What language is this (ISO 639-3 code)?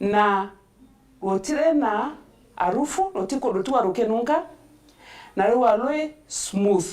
mer